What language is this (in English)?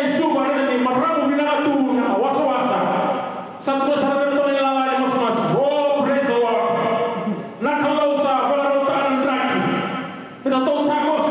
Fijian